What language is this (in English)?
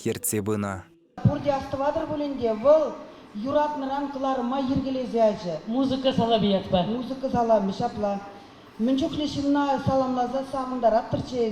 Chuvash